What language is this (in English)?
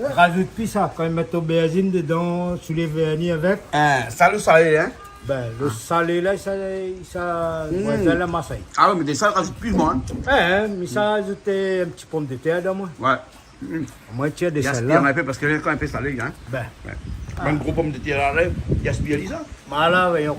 Réunion Creole French